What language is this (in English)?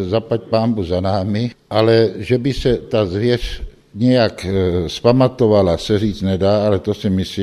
Czech